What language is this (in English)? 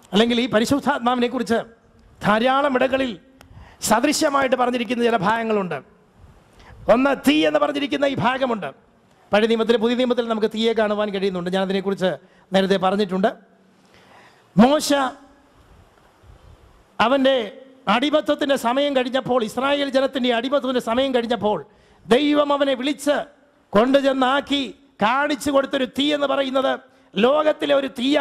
Malayalam